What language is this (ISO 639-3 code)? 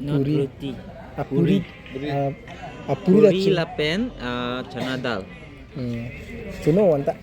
mjw